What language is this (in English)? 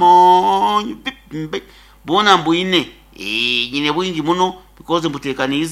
Nyankole